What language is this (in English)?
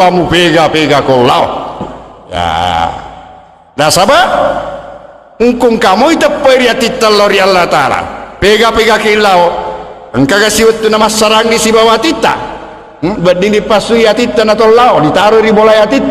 Buginese